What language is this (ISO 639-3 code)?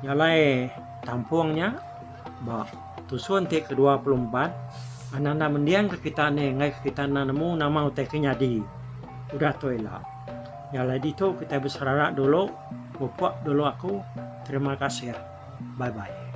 iba